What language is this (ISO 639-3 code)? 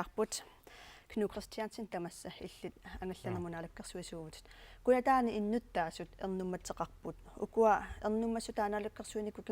kal